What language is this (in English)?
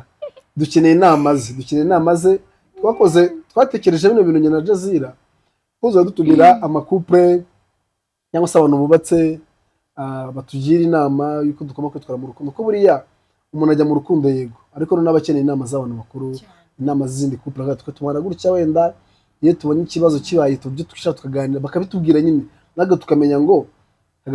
Kinyarwanda